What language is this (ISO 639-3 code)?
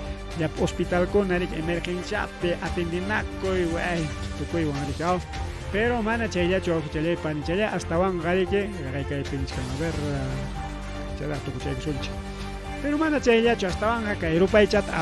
quy